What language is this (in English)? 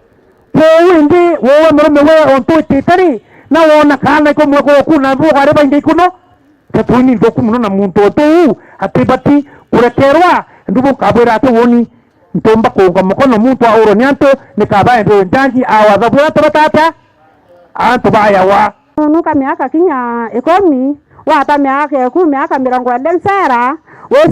Meru